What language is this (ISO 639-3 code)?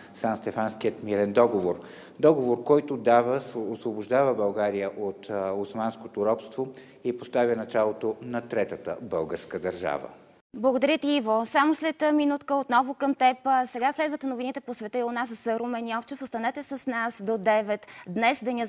bul